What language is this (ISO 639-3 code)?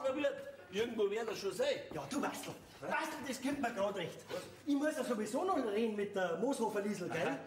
bar